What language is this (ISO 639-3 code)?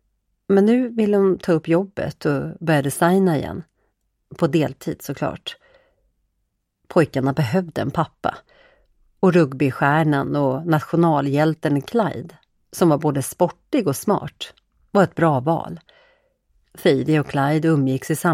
swe